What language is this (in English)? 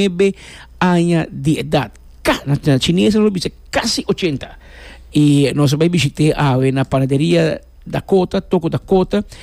Papiamento